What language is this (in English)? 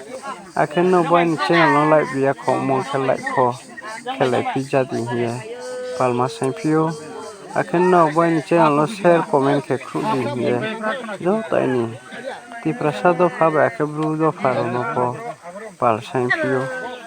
Riang (India)